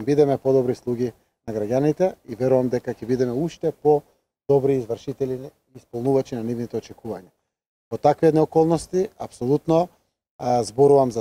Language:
Macedonian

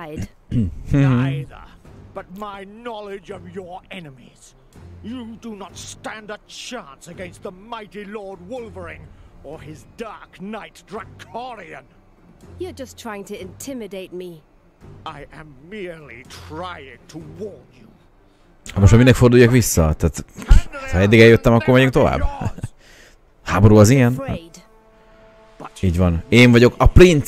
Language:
Hungarian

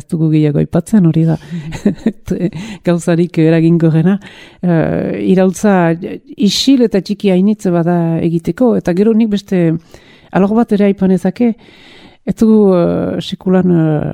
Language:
Basque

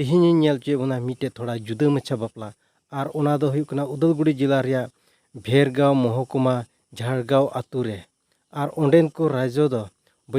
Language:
Santali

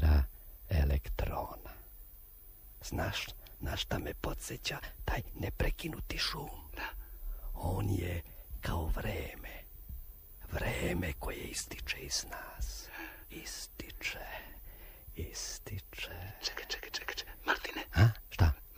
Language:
Serbian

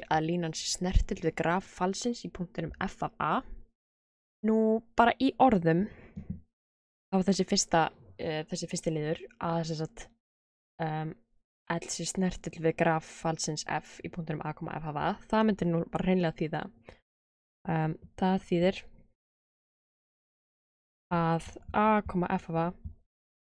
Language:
Icelandic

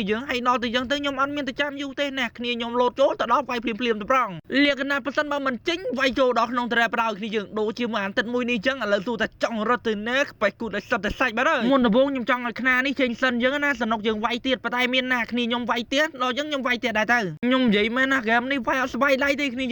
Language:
Khmer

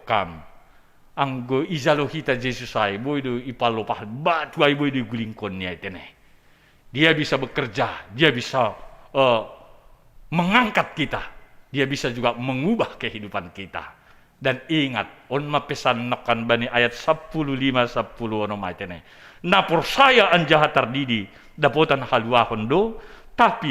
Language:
Batak Simalungun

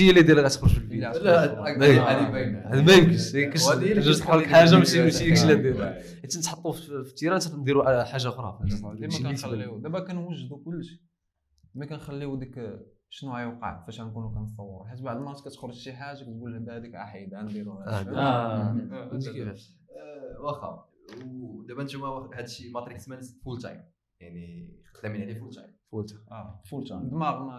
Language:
Moroccan Arabic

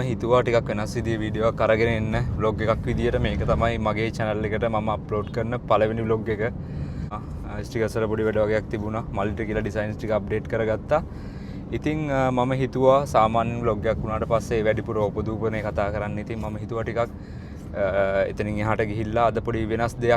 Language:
Sinhala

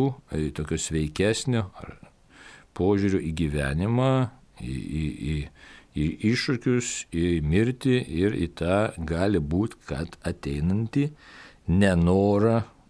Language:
Lithuanian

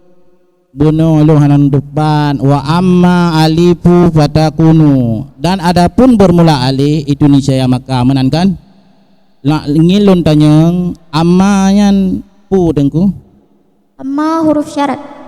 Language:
Achinese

